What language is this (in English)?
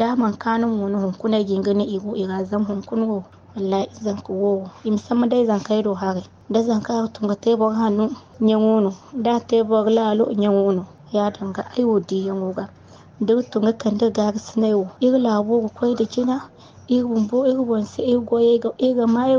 Zarma